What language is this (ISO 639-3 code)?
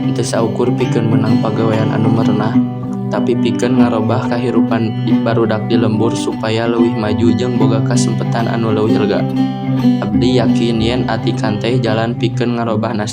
sun